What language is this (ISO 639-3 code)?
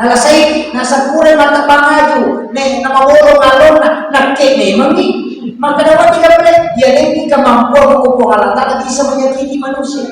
bug